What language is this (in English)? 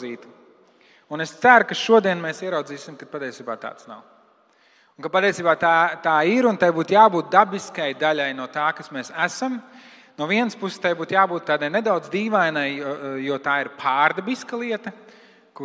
Latvian